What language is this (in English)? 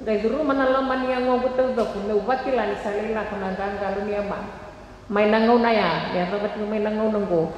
Fijian